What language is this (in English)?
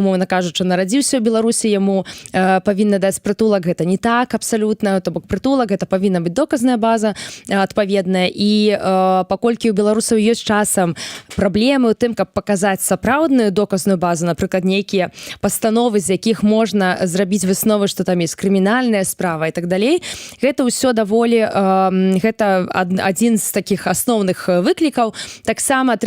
Belarusian